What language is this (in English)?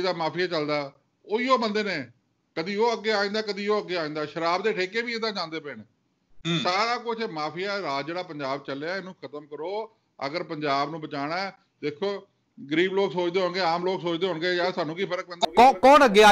Punjabi